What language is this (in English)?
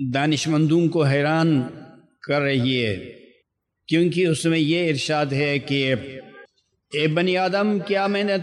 Urdu